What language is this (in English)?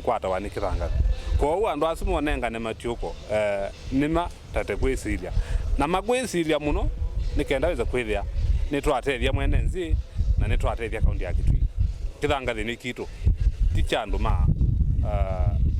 Kamba